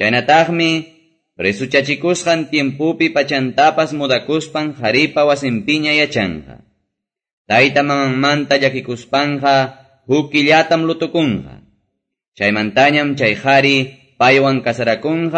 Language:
Quechua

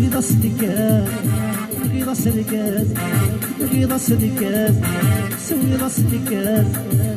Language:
Kabyle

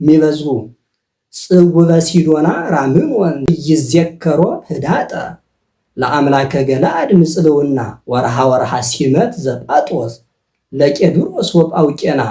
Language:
Amharic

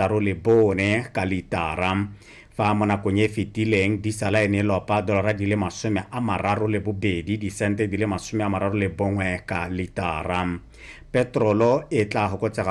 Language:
Tswana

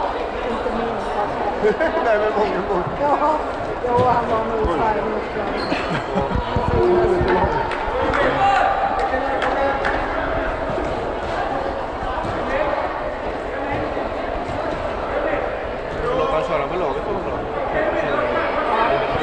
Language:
Swedish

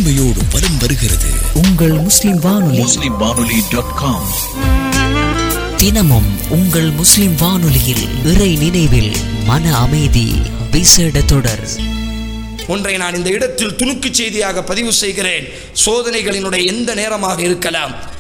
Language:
Tamil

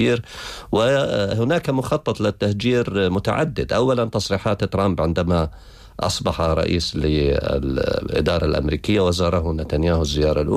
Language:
Arabic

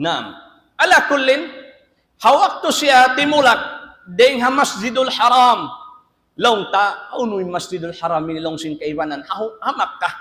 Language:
Tausug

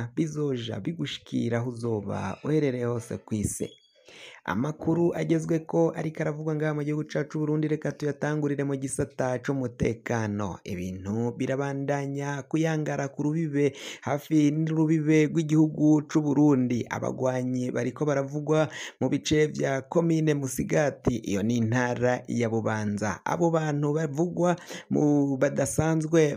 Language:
Rundi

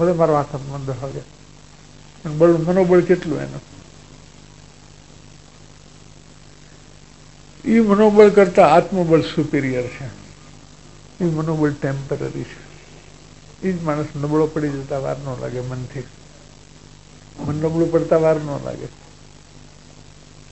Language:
Gujarati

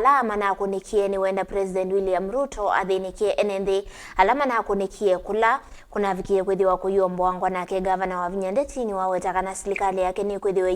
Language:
Kamba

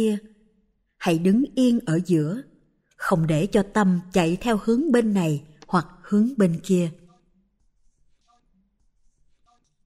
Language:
Vietnamese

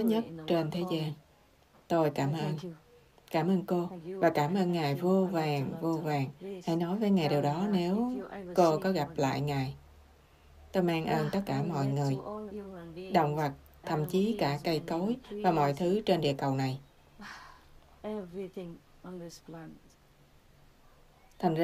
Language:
Vietnamese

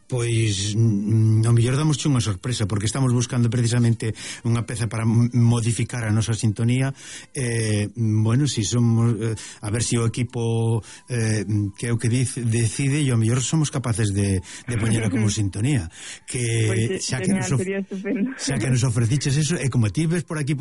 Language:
Galician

